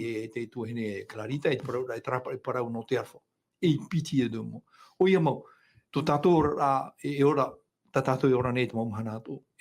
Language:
Tahitian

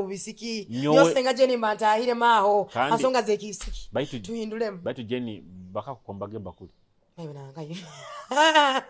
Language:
Nyoro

